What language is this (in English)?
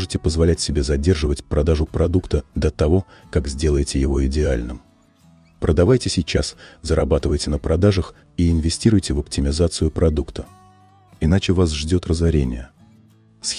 Russian